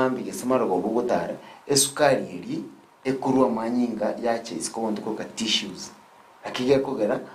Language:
Gusii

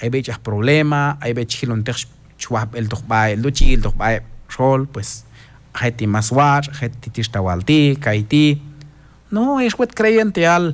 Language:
Q'anjob'al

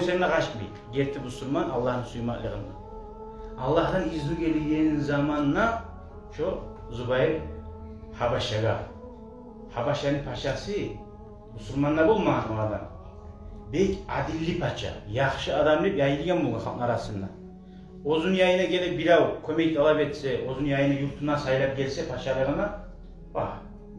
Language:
Kumyk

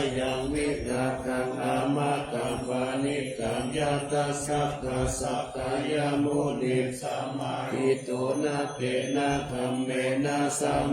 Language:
Pali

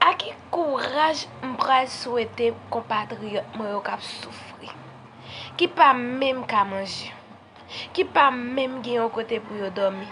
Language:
Haitian Creole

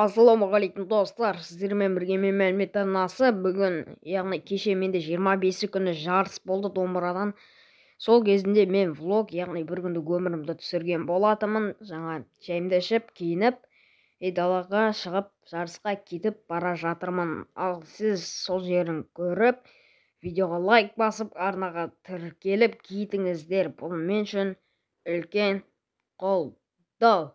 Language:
Kazakh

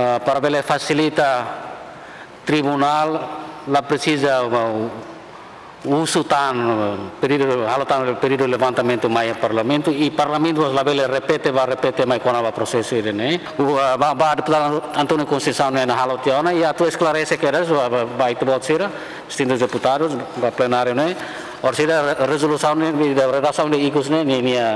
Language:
Tetum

